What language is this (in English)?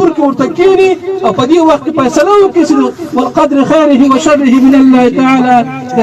Pashto